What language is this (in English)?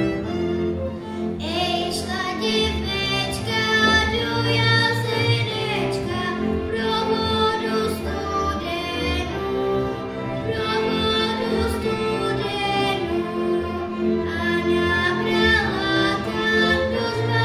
Czech